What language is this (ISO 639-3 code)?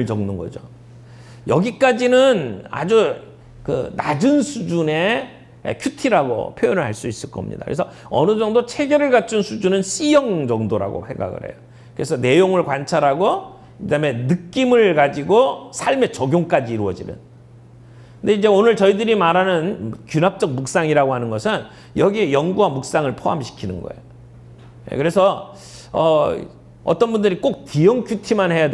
kor